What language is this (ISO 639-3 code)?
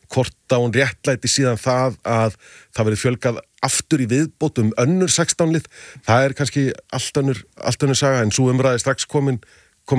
isl